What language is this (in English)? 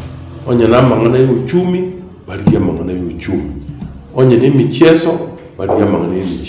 Gusii